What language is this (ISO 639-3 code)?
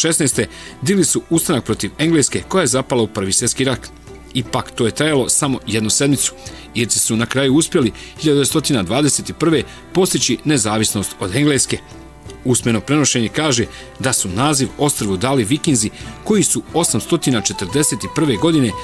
bos